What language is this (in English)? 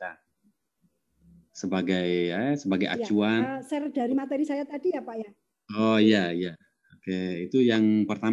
Indonesian